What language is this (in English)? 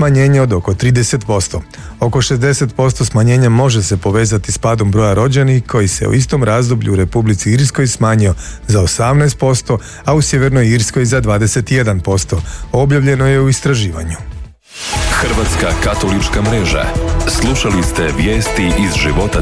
Croatian